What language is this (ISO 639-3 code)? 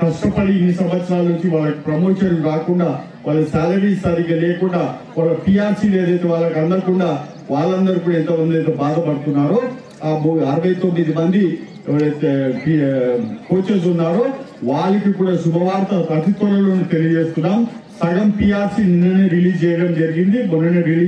tel